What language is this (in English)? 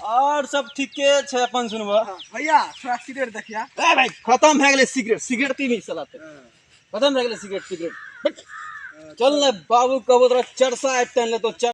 Maithili